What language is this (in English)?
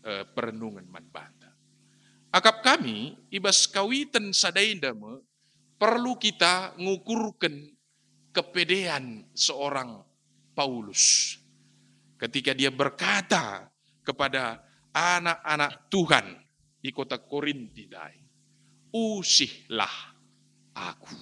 Batak Karo